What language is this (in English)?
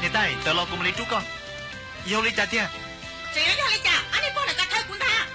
Hmong